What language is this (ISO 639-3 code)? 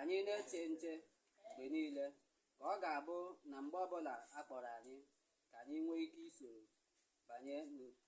ibo